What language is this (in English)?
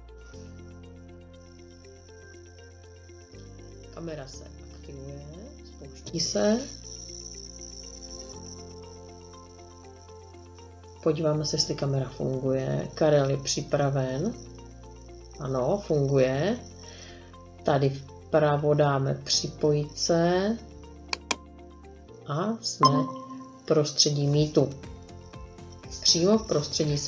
Czech